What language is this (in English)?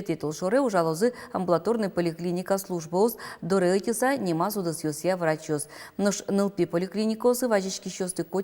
Udmurt